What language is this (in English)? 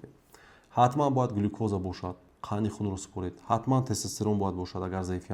Tajik